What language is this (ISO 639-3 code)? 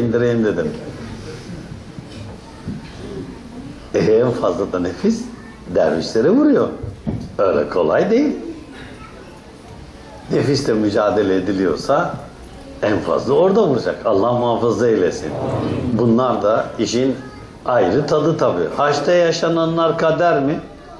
tur